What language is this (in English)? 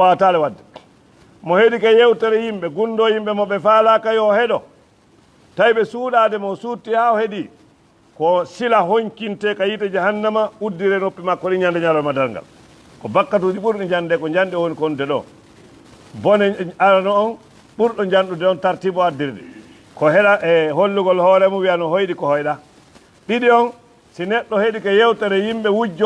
Fula